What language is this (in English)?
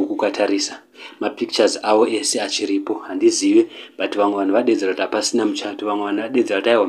Shona